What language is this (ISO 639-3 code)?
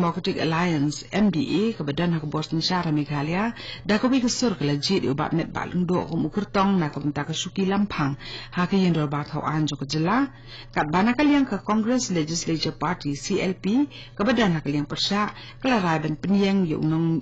kha